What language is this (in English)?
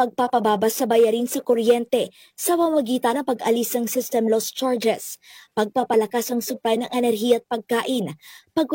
Filipino